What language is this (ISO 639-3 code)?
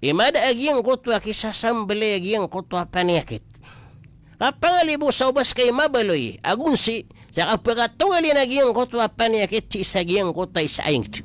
mrw